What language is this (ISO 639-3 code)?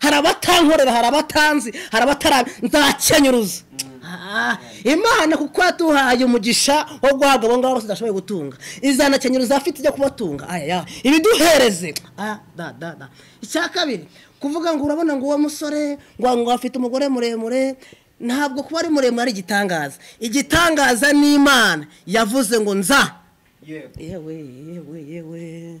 kin